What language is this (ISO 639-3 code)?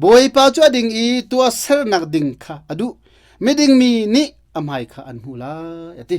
cnh